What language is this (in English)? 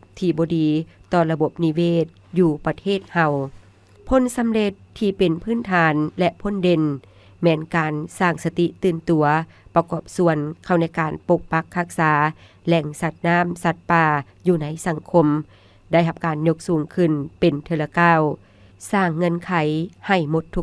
Lao